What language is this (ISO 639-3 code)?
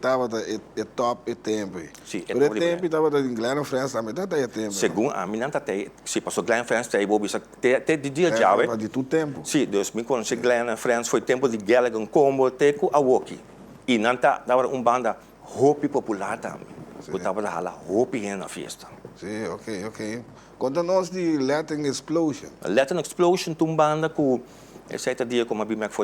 pap